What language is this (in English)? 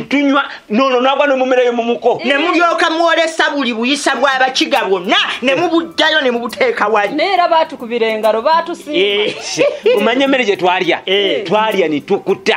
Ganda